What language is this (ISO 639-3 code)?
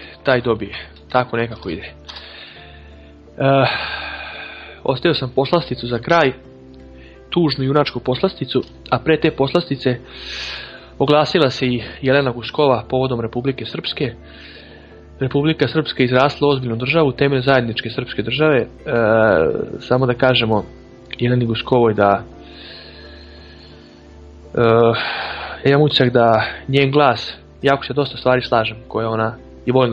srp